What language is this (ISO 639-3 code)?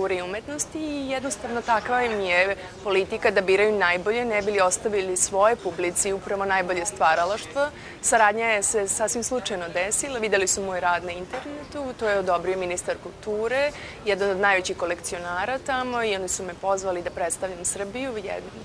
srp